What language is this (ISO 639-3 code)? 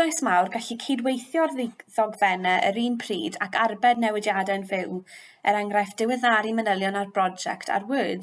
cym